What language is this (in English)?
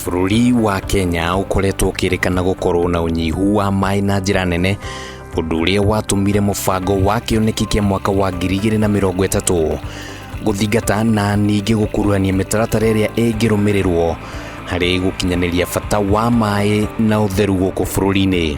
Kikuyu